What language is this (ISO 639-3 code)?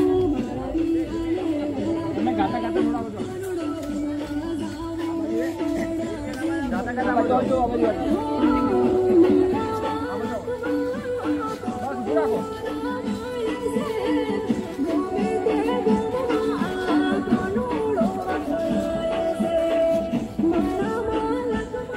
guj